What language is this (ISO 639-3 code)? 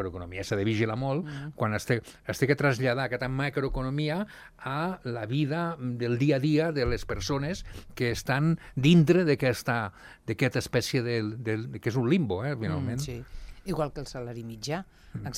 cat